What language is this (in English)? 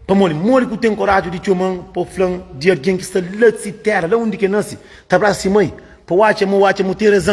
Kabuverdianu